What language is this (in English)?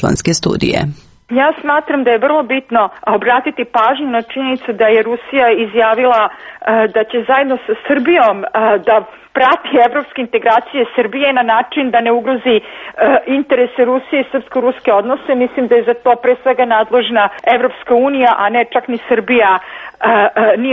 Serbian